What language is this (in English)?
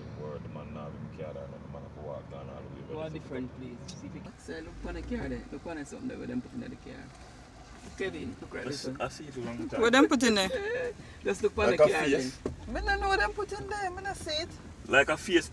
Jamaican Creole English